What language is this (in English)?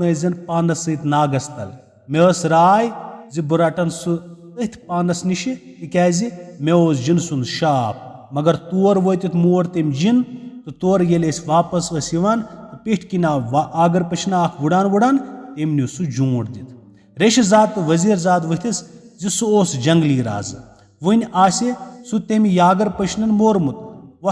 Kashmiri